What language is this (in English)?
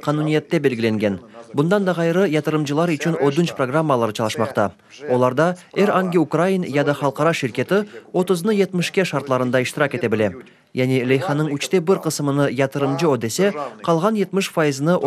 Crimean Tatar